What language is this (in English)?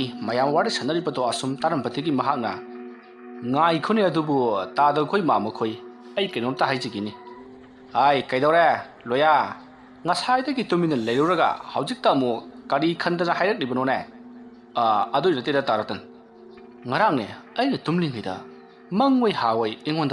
Manipuri